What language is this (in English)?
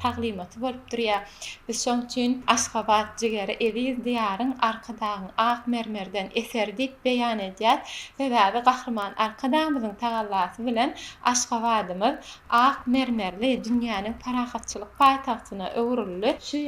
Turkmen